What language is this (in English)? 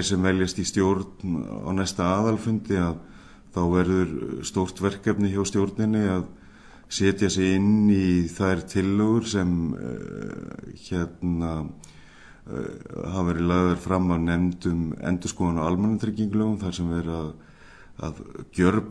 Icelandic